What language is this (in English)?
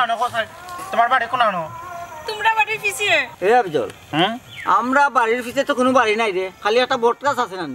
Sylheti